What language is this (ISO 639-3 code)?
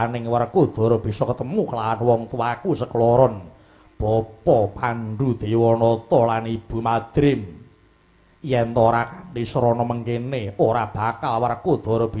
jav